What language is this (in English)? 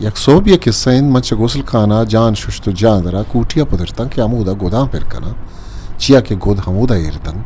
Eastern Balochi